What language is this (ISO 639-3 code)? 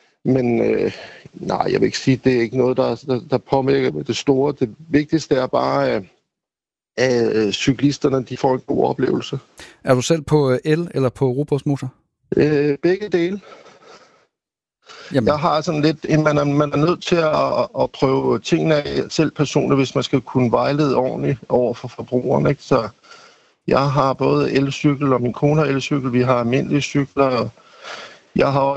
dan